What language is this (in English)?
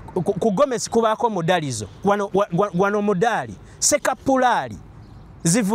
Ganda